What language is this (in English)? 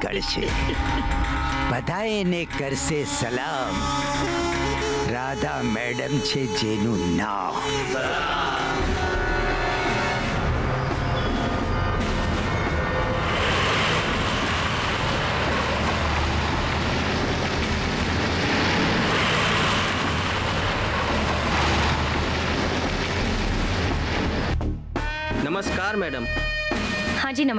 Gujarati